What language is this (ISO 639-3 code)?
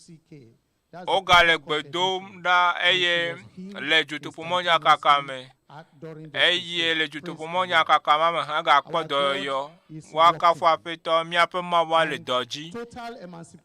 ewe